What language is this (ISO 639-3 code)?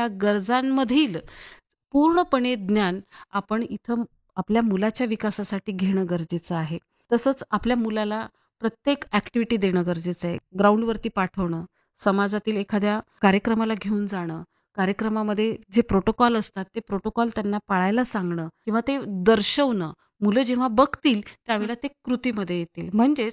mar